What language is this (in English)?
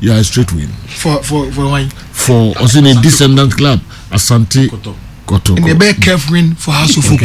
Akan